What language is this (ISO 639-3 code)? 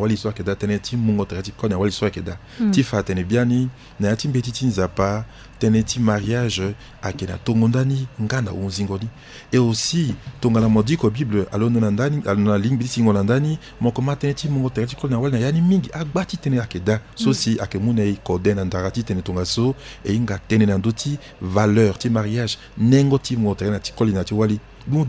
sag